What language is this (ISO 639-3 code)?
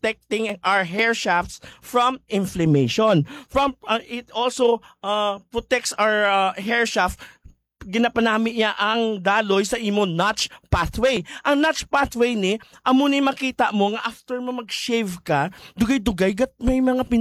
hil